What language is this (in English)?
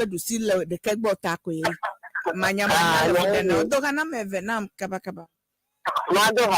Ewe